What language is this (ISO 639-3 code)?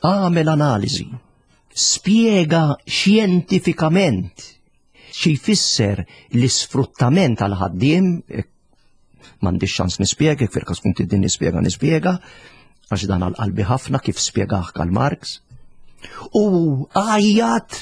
mlt